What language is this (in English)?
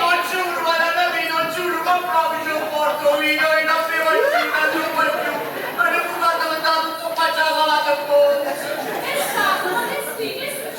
Neapolitan